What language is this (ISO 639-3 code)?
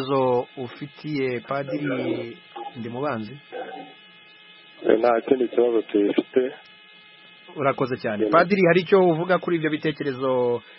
kin